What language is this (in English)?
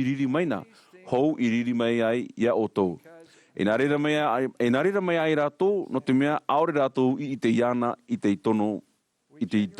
Tahitian